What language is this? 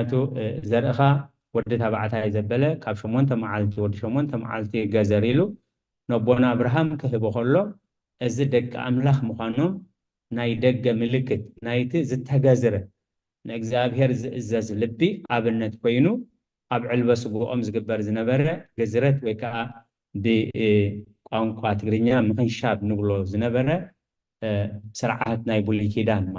Tigrinya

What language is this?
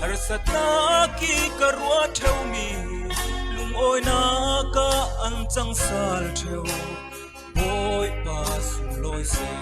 Falam Chin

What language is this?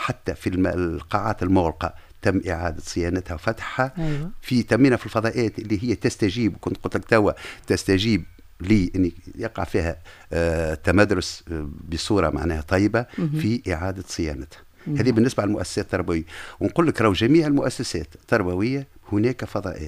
Tunisian Arabic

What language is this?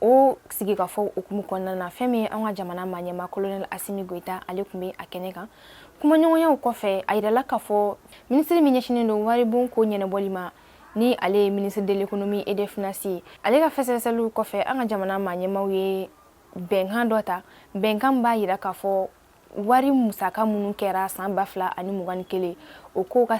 Bambara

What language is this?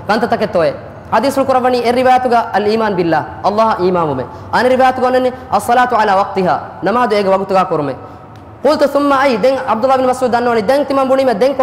Divehi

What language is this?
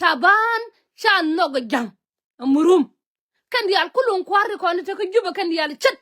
Nuer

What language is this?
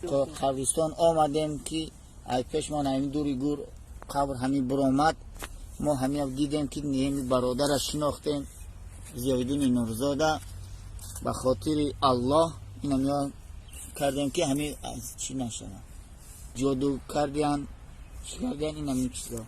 Tajik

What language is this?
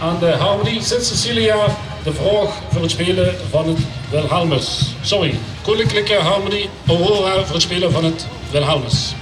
Limburgish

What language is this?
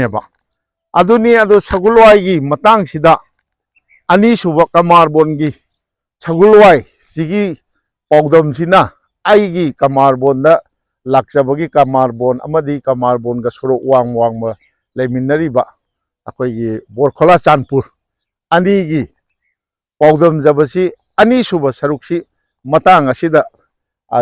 Manipuri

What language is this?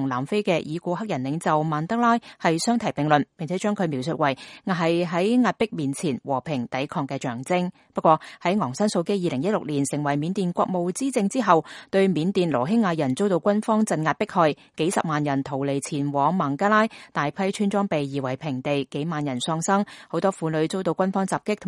Cantonese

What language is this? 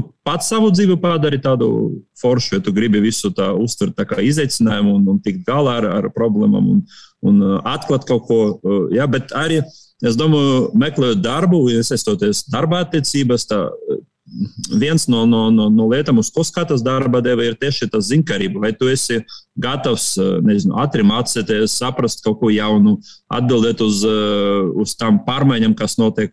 Latvian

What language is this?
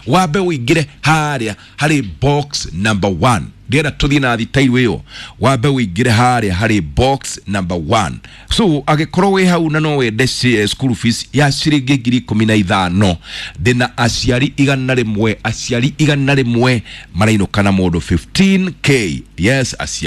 Kikuyu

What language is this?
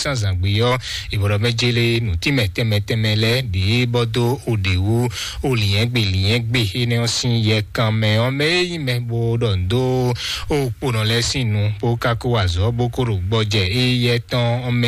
Fon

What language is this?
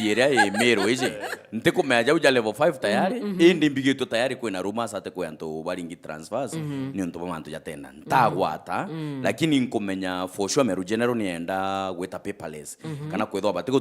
Meru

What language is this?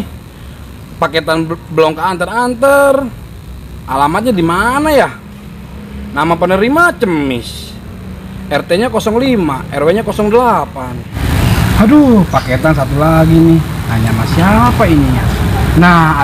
Betawi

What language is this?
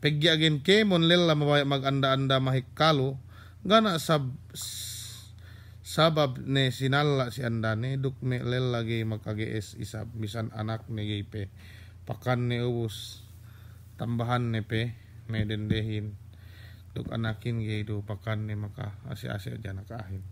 Yakan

